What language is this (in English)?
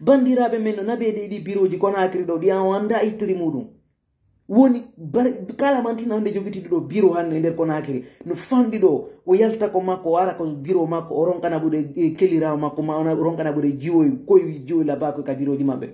Fula